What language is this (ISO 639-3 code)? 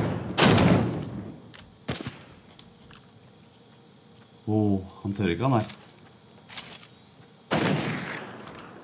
nor